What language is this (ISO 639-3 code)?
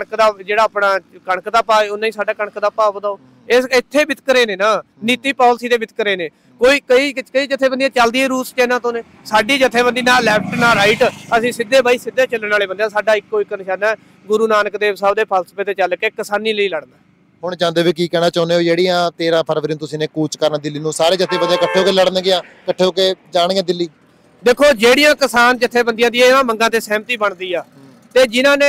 pan